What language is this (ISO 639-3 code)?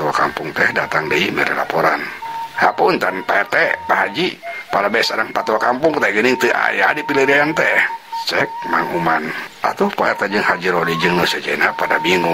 sun